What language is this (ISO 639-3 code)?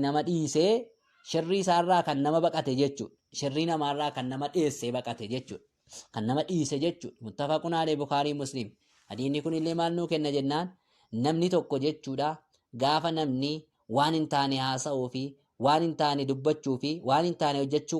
orm